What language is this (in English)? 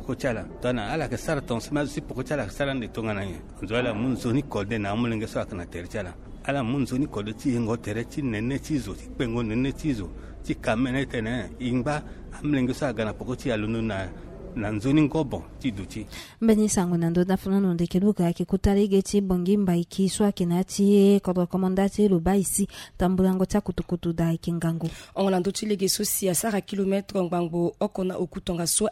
Sango